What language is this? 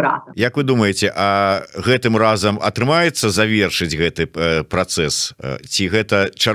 Belarusian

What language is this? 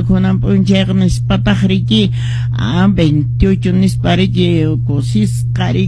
Quechua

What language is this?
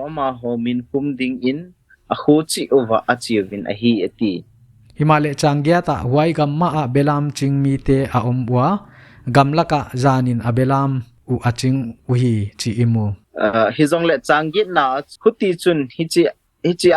Paite Chin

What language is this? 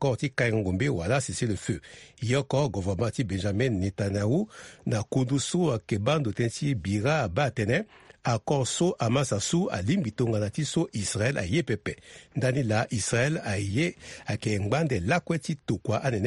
Sango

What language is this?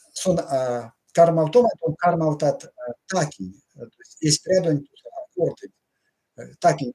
Erzya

